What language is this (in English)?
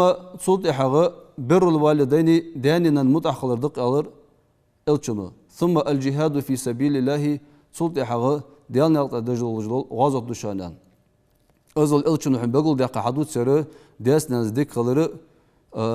Ingush